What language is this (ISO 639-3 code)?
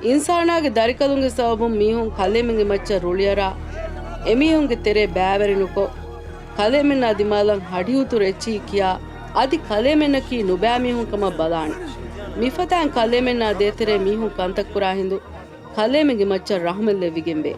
div